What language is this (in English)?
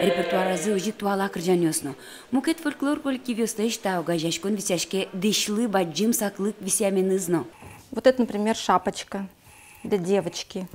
Udmurt